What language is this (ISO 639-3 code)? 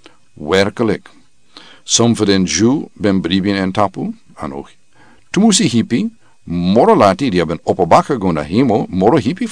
srn